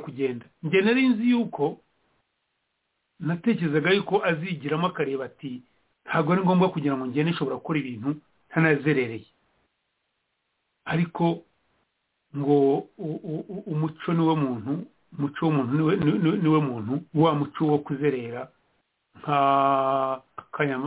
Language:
Kinyarwanda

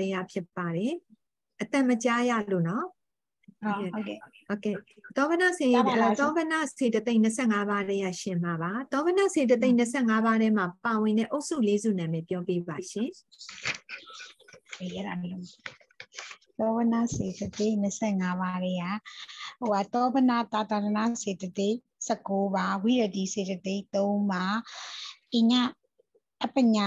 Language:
Burmese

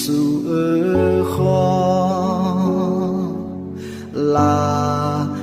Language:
Akha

